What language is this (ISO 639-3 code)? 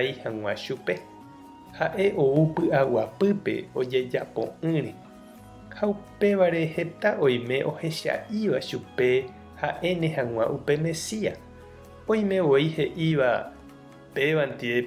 grn